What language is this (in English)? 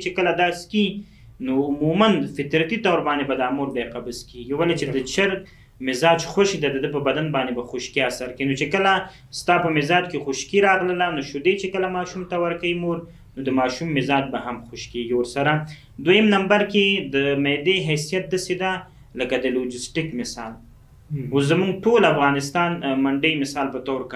Pashto